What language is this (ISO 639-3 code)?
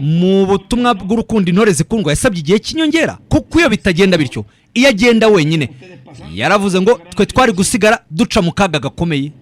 kin